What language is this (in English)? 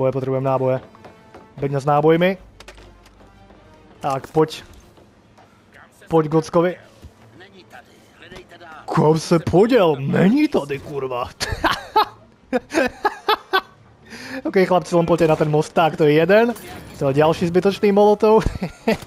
Slovak